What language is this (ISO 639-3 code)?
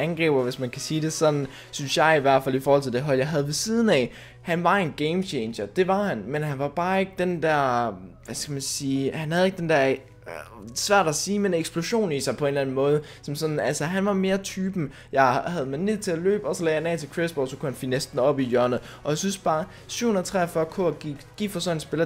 dan